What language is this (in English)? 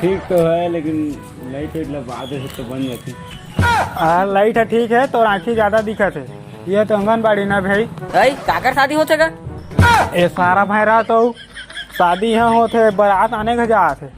Chhattisgarhi